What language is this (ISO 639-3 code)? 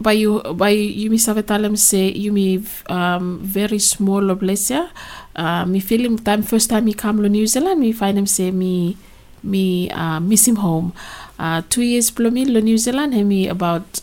bis